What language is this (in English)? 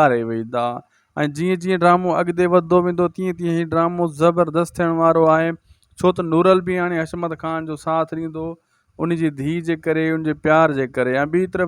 Sindhi